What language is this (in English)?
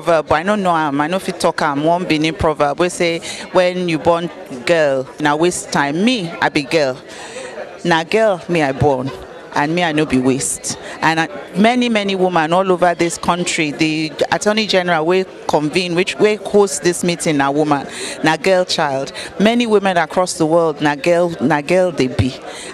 Nigerian Pidgin